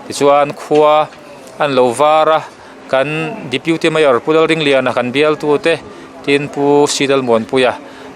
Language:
Mizo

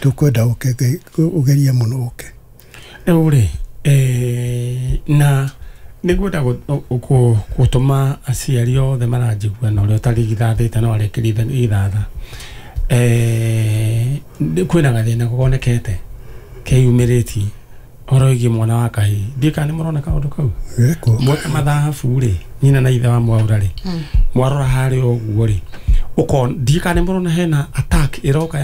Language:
Kikuyu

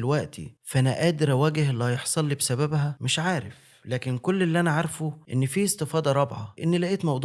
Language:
Egyptian Arabic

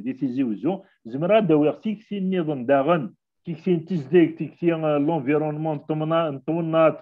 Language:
Kabyle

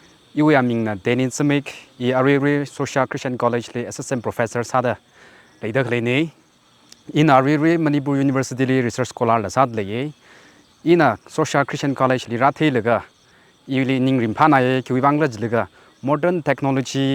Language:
Tangkhul Naga (India)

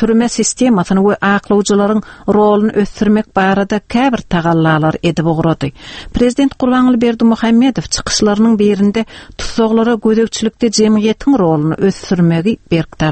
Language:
Turkmen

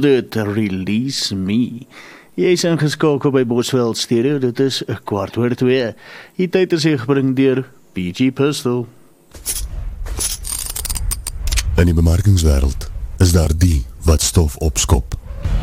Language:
Afrikaans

